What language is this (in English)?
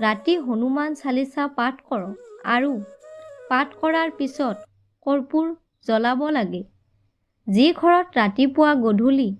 Assamese